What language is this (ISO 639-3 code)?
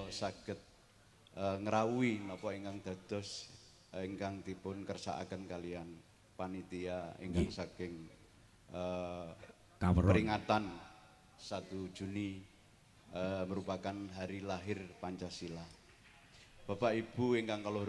jav